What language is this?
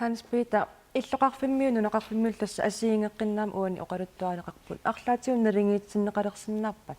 Kalaallisut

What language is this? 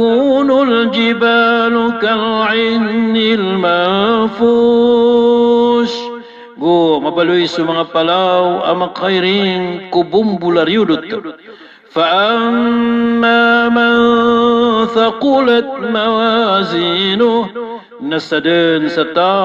Maranao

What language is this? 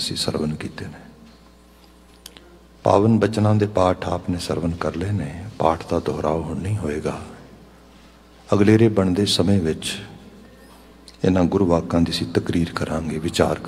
Punjabi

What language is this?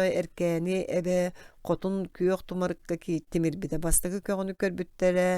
Yakut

